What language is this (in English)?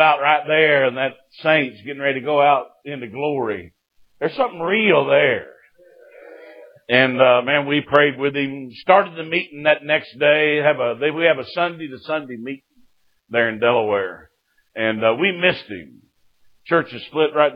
English